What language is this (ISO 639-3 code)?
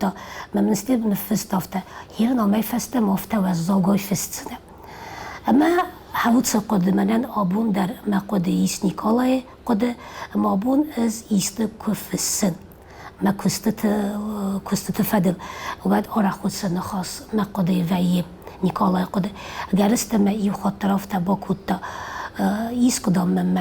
oss